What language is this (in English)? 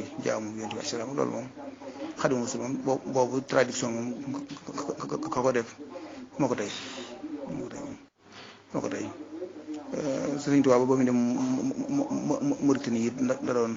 Wolof